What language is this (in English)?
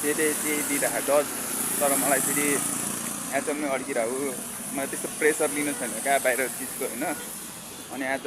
Nepali